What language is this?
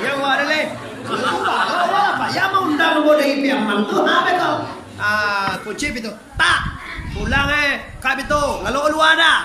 Minangkabau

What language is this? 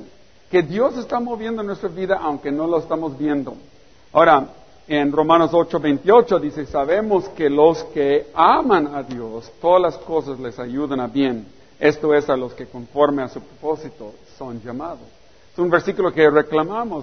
Spanish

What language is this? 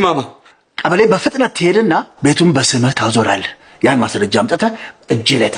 Amharic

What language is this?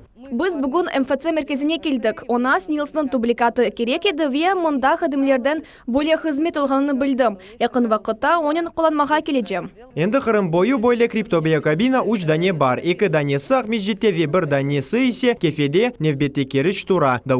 Crimean Tatar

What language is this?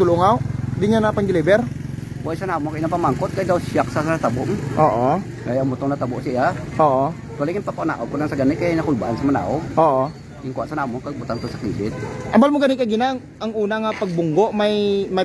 Hiligaynon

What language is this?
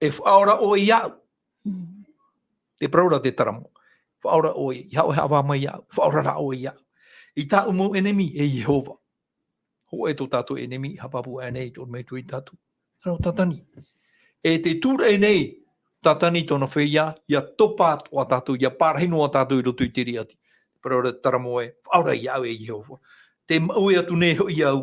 Tahitian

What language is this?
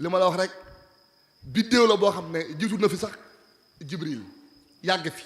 Wolof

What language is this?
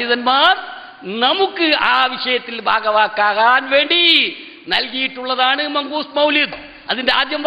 Malayalam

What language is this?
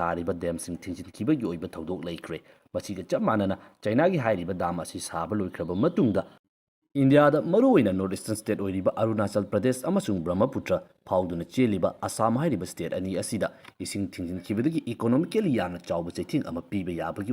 Manipuri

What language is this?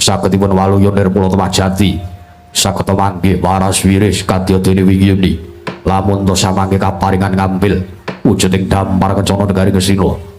Javanese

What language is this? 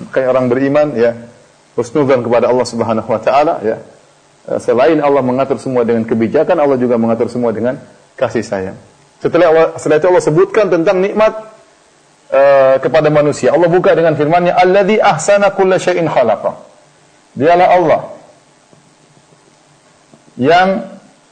Indonesian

